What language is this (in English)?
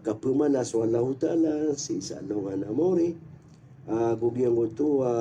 Maranao